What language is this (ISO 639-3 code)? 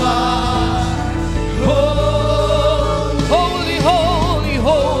hil